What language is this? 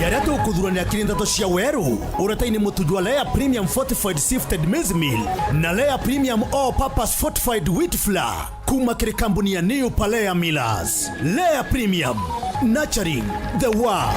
Meru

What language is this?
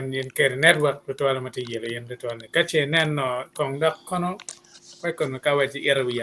Acoli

